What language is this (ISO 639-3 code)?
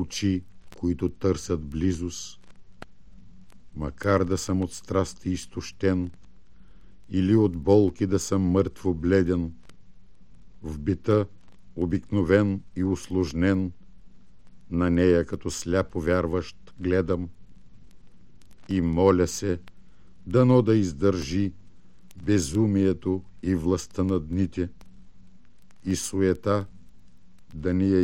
bul